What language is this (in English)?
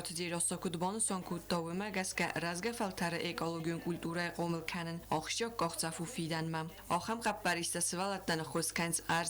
Ossetic